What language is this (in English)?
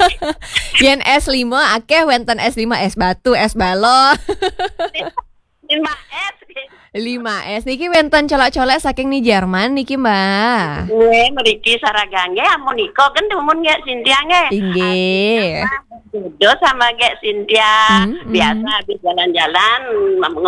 Balinese